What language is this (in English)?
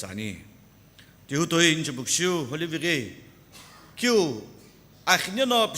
Sumi Naga